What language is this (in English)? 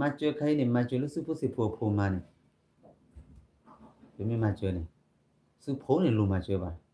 S'gaw Karen